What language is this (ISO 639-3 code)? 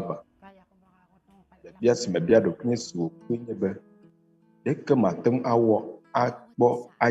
ewe